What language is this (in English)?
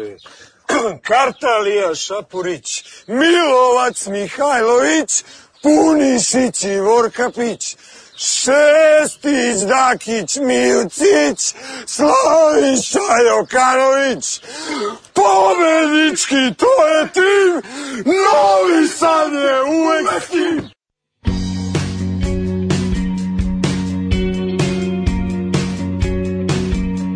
Serbian